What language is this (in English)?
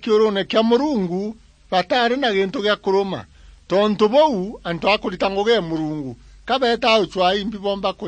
Meru